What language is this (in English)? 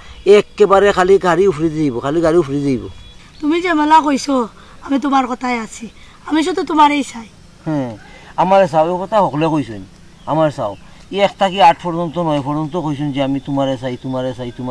Sylheti